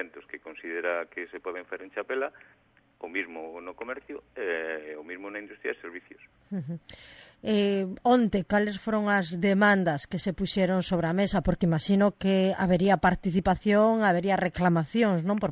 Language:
Galician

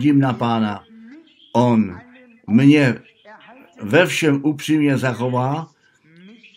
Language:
Czech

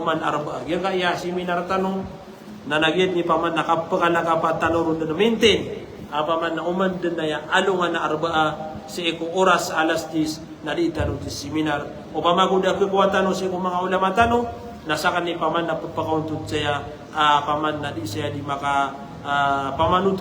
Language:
Maranao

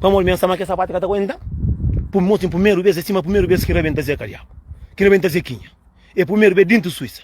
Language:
Kabuverdianu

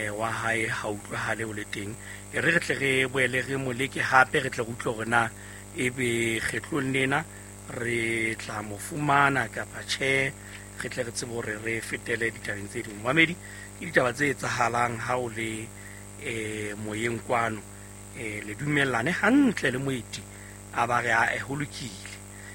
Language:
Southern Sotho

